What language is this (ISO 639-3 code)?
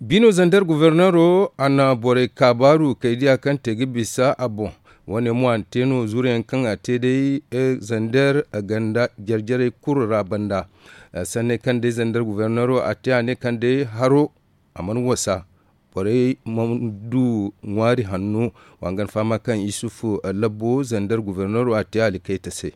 dje